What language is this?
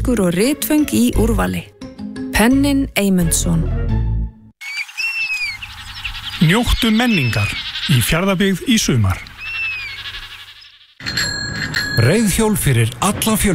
Icelandic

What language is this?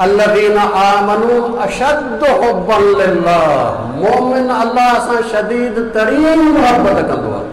Sindhi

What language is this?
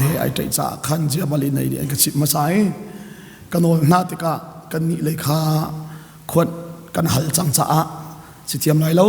Hakha Chin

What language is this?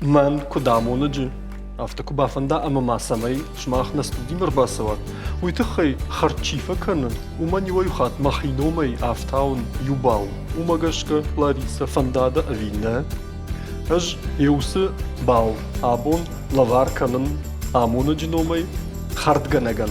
Ossetic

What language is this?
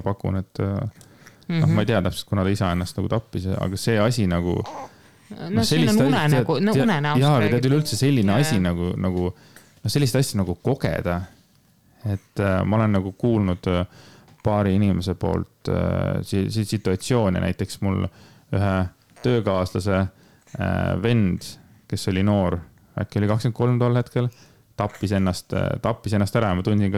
Estonian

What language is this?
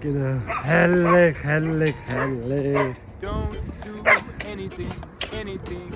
Swiss German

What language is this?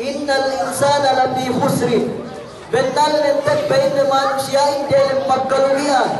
Yakan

